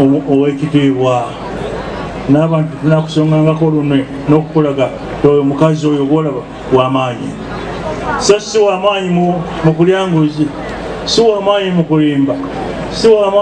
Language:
Ganda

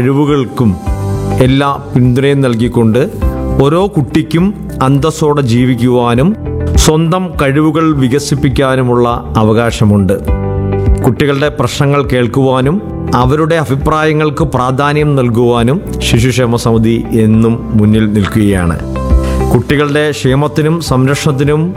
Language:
Malayalam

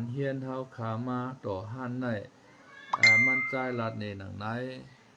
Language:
Shan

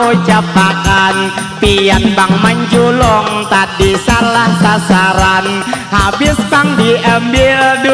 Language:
Banjar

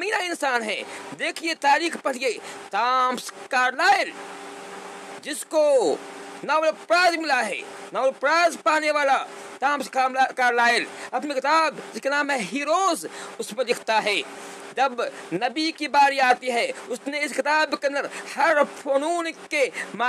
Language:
Urdu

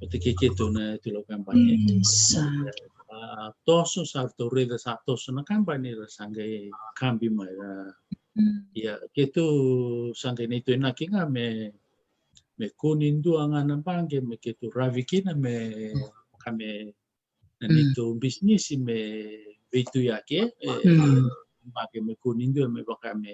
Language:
Fijian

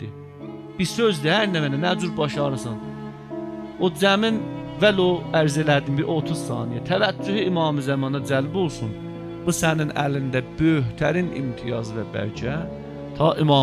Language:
South Azerbaijani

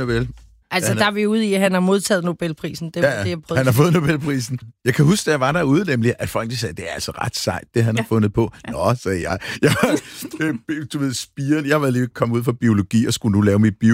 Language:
Danish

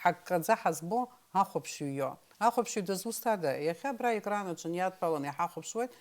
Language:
Abkhazian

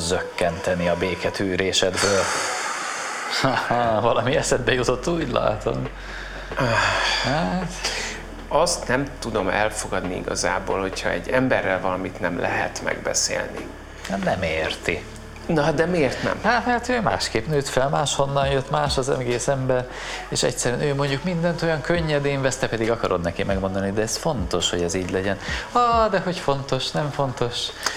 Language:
Hungarian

